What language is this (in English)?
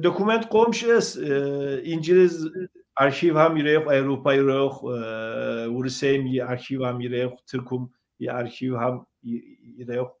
Kabardian